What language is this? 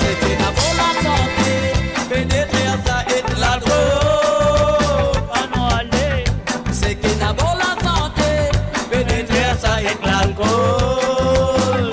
Morisyen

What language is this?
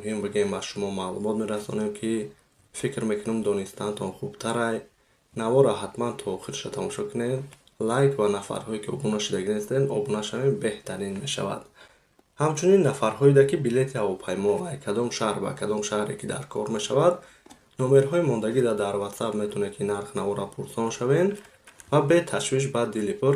Tajik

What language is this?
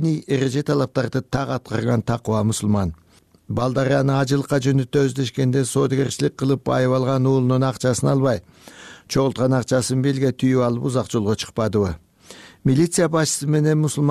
Kyrgyz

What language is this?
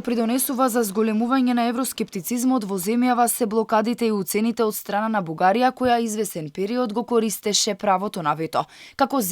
Macedonian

